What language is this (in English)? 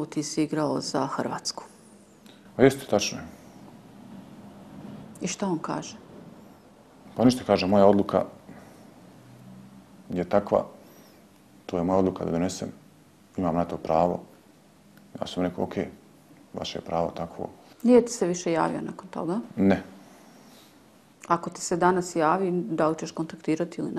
Bosnian